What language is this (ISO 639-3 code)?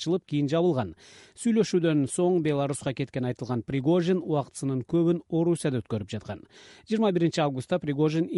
kir